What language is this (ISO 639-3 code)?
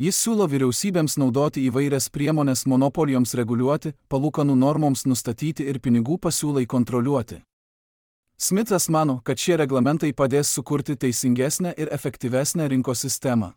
lit